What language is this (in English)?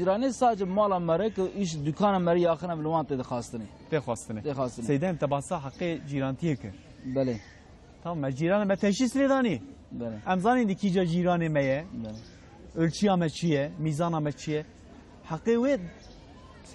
Kurdish